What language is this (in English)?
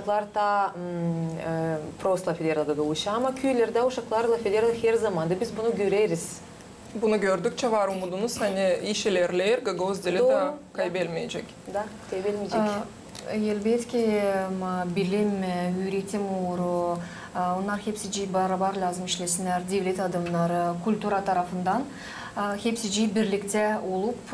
Gagauz